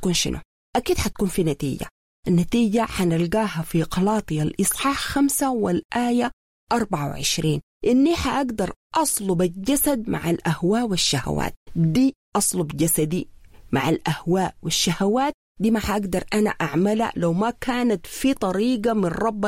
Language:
Sudanese Arabic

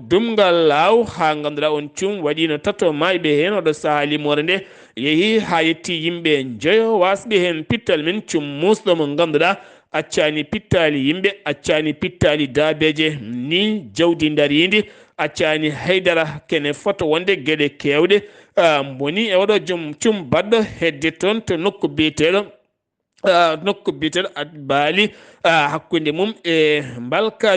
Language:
Fula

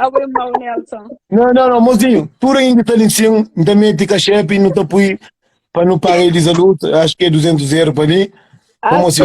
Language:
Kabuverdianu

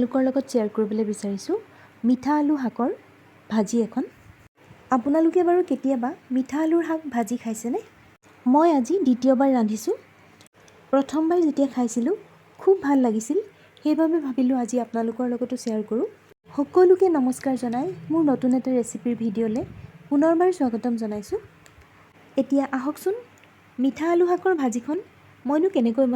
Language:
Assamese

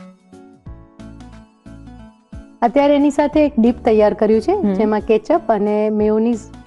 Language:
Gujarati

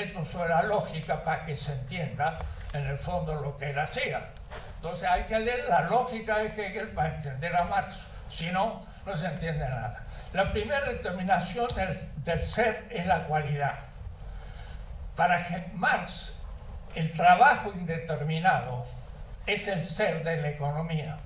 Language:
Spanish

